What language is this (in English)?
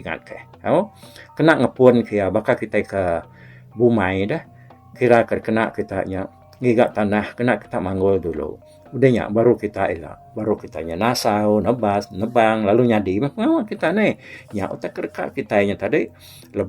Iban